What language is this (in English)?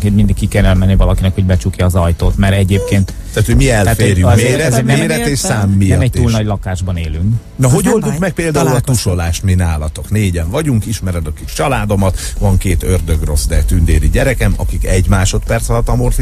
Hungarian